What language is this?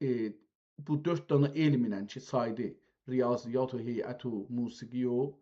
South Azerbaijani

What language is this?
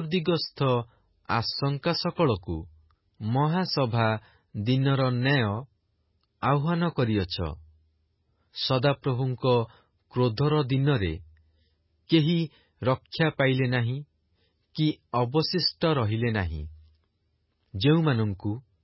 Odia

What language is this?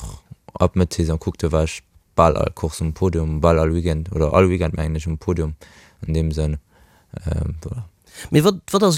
Luxembourgish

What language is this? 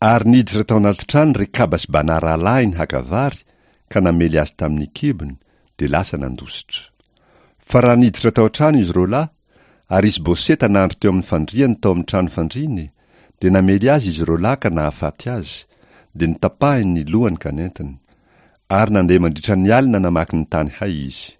Malagasy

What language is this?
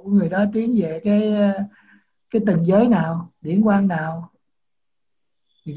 Vietnamese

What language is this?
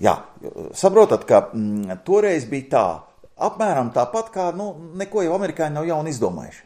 Latvian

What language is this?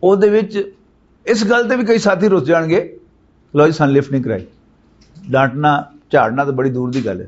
Western Panjabi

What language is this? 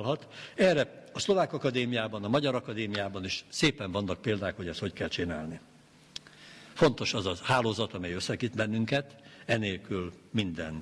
Hungarian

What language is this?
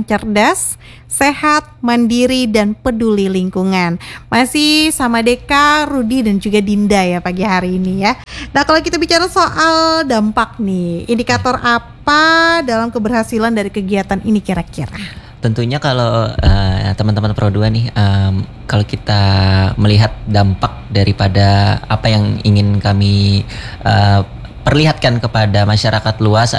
Indonesian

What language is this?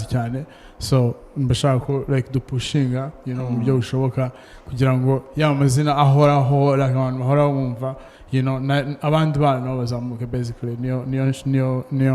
Kinyarwanda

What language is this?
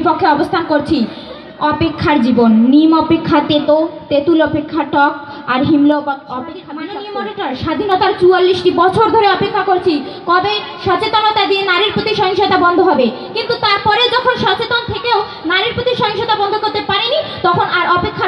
Bangla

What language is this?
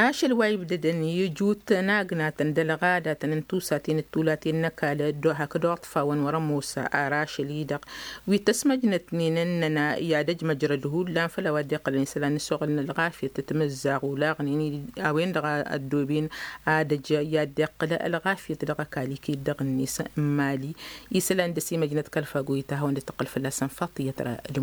Tamasheq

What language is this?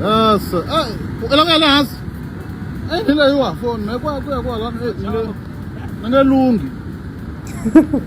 Tsonga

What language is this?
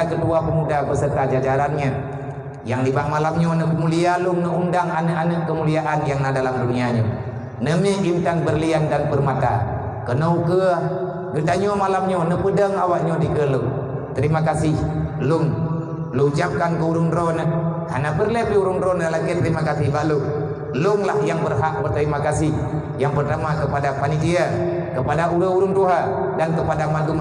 Achinese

